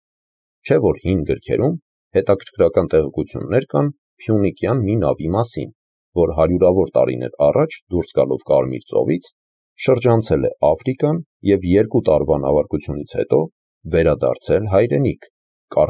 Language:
Armenian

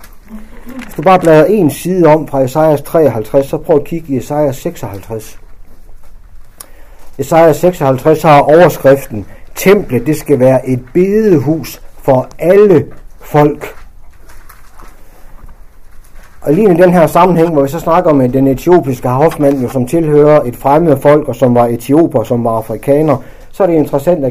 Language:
Danish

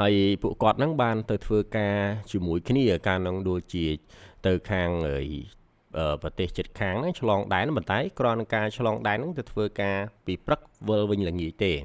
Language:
Khmer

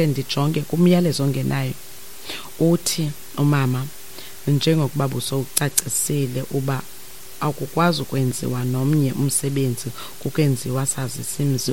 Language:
Xhosa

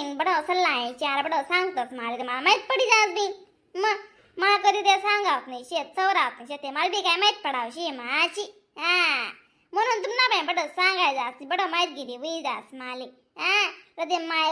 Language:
Khandesi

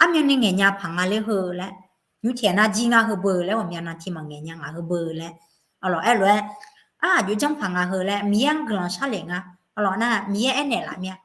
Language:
Akha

